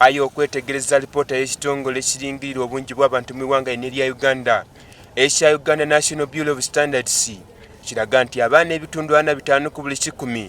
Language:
Soga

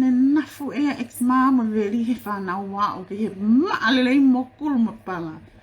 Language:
Tongan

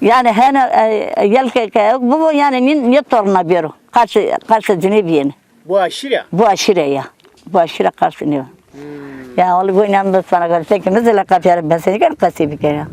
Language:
Zaza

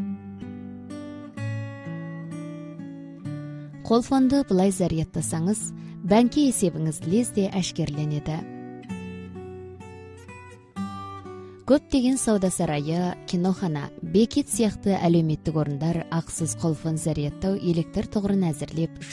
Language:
Kazakh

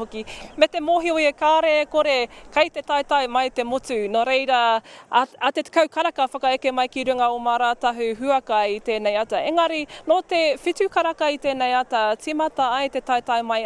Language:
Māori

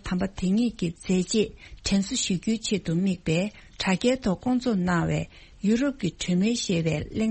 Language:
Tibetan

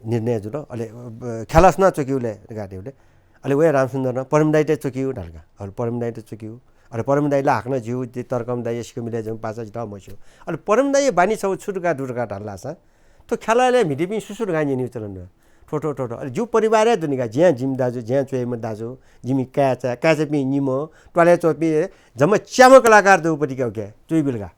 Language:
Newari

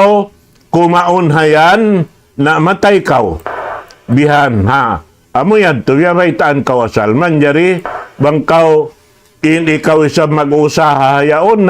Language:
Tausug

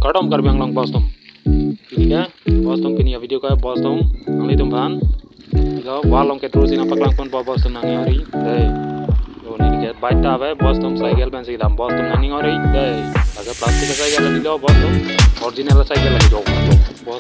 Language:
Karbi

